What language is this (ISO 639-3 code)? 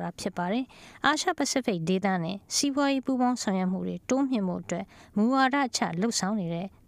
mya